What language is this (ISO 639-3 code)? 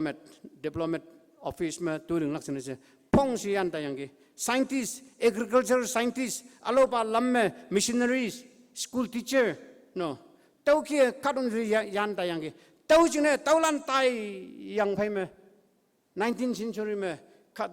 nbe